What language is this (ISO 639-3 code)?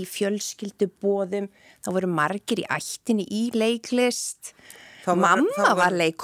isl